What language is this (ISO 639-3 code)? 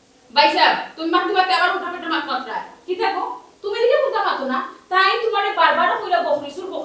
syl